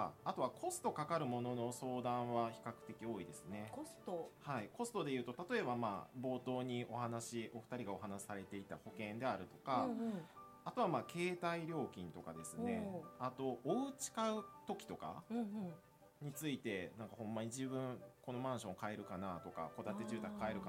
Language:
Japanese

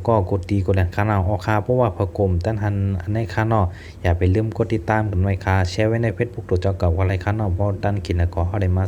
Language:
Shan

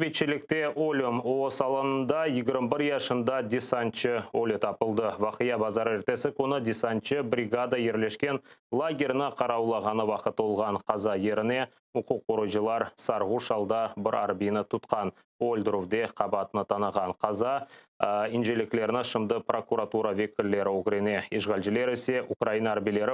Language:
Crimean Tatar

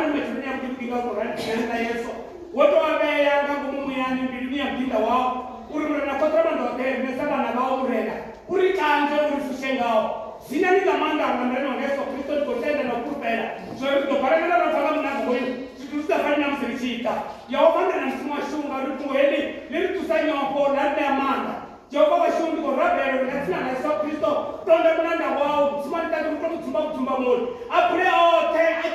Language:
Venda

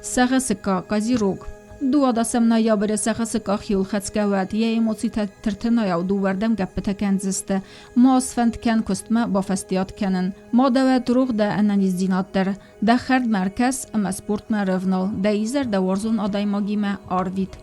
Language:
Ossetic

